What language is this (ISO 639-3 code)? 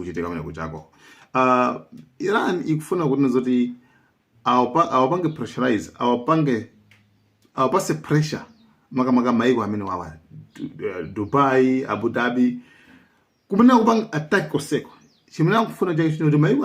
nya